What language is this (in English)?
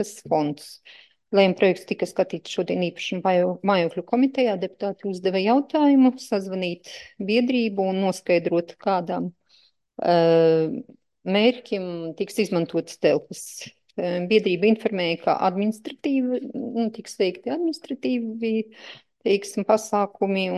Latvian